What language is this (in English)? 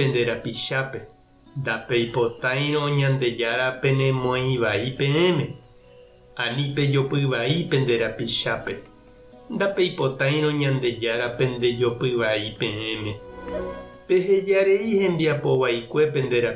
Guarani